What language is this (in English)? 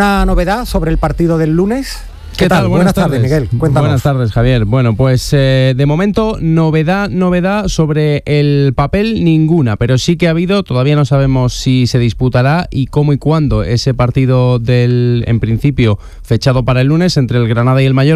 Spanish